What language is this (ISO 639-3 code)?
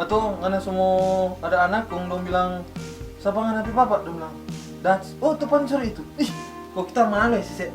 xmm